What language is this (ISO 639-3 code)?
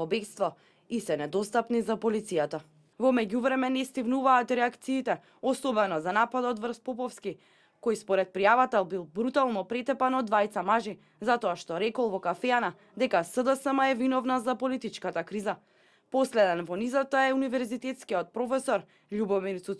mkd